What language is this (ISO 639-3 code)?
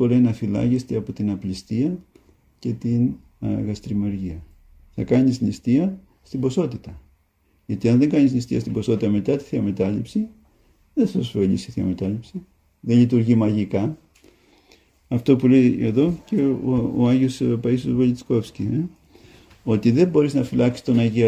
ell